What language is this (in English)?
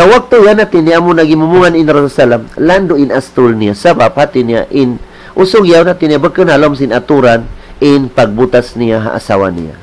Tausug